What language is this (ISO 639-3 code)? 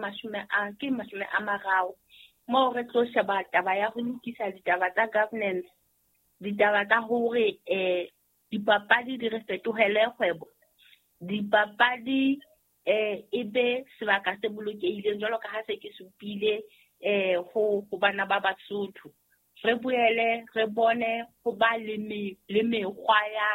sot